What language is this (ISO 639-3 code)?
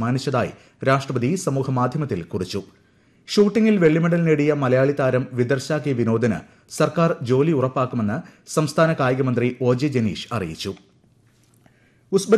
mal